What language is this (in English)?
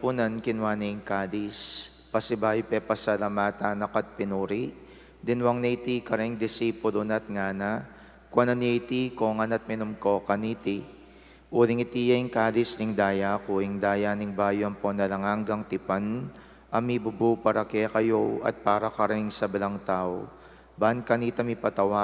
Pampanga